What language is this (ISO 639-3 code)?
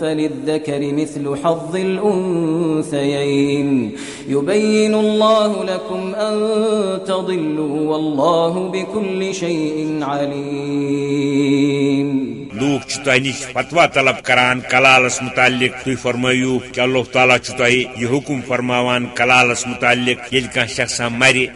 kas